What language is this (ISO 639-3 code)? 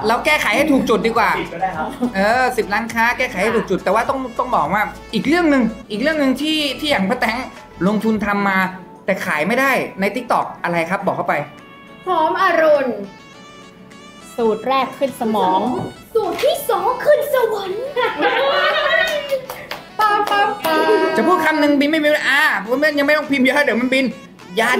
tha